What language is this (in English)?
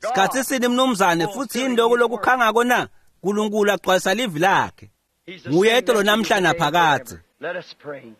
Swati